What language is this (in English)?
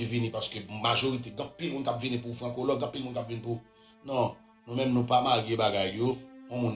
Haitian Creole